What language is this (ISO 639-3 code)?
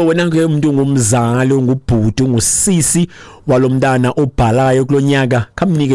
xho